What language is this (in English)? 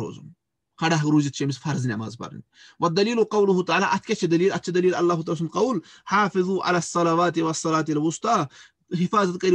Kashmiri